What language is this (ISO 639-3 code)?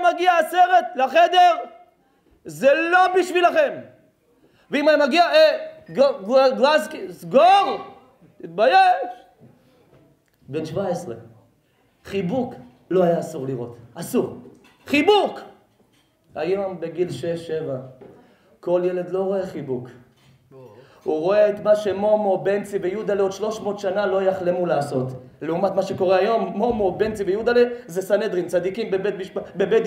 heb